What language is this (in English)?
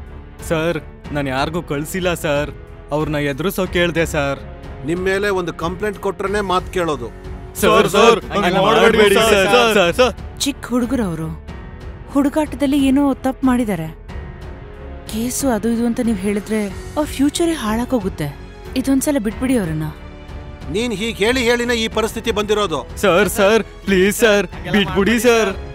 Kannada